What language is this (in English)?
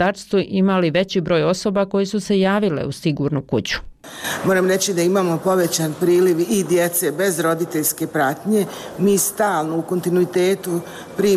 Bosnian